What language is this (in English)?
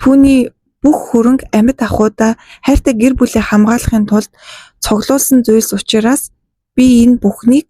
Mongolian